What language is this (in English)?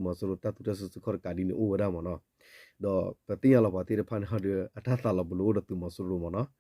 S'gaw Karen